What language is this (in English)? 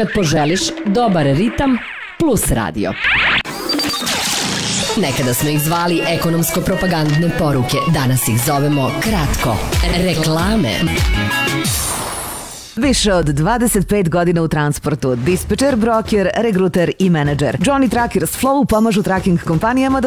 Serbian